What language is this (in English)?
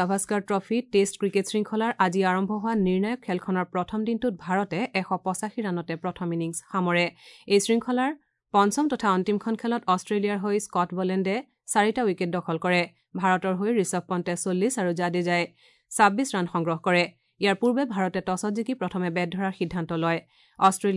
Assamese